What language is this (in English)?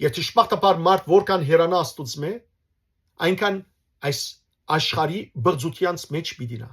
Western Armenian